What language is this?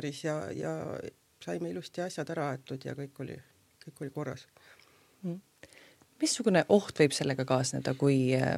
Estonian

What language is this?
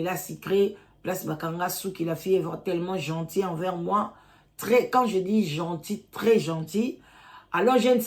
Lingala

